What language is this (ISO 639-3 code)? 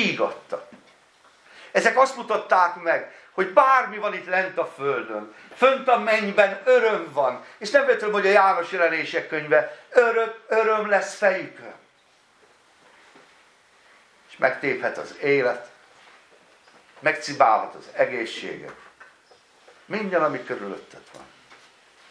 hun